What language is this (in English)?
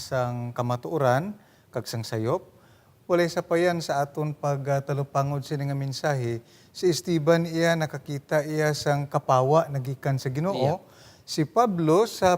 Hiligaynon